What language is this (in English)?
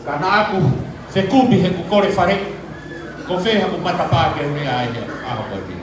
Tongan